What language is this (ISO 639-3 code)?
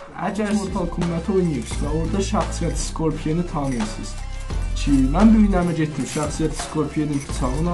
azb